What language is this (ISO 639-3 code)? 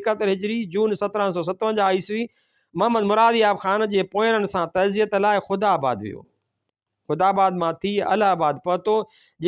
snd